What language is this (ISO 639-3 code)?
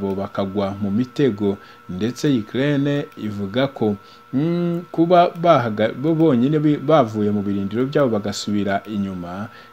kin